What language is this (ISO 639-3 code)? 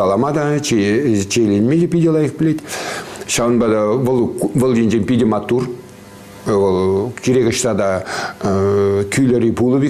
chv